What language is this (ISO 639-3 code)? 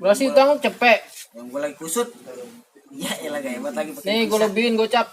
bew